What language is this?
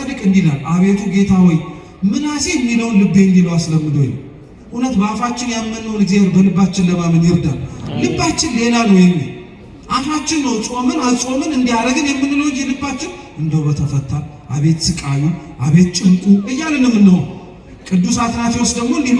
Amharic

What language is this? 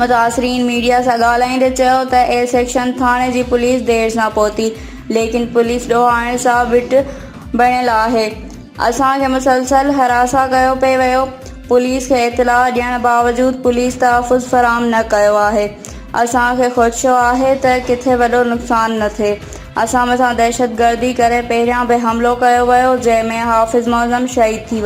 Sindhi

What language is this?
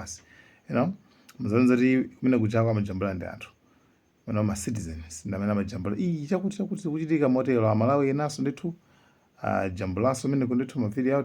Nyanja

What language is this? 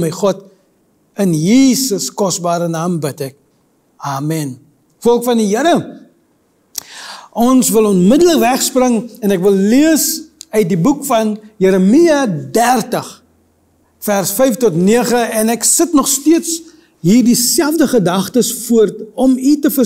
Afrikaans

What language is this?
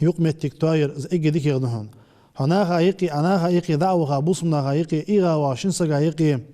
Ingush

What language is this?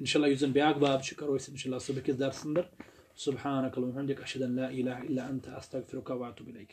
Kashmiri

